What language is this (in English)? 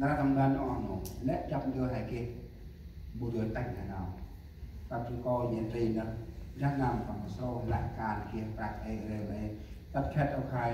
Central Mnong